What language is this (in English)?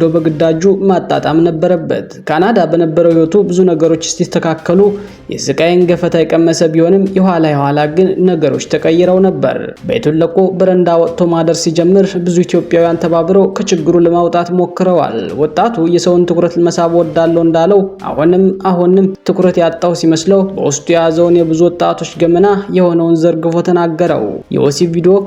Amharic